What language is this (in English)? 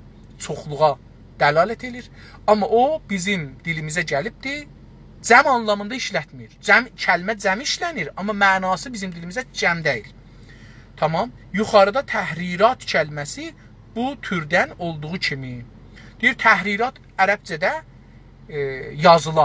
South Azerbaijani